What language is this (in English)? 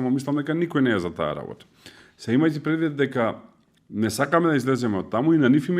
Macedonian